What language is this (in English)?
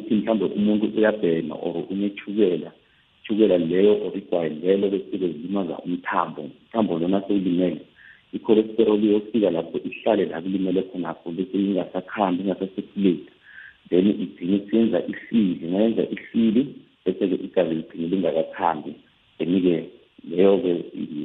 South Ndebele